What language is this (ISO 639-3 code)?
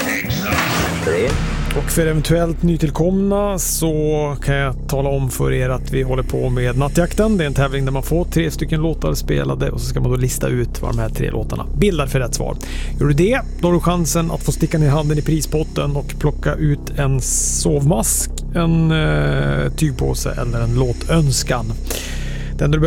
swe